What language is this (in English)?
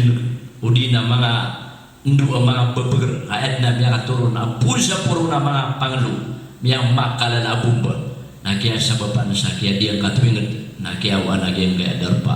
Maranao